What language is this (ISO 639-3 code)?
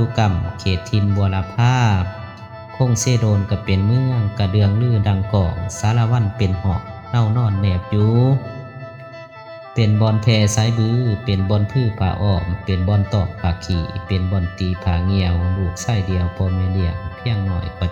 lao